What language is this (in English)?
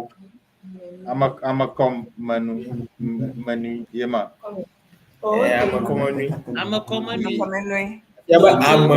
Ewe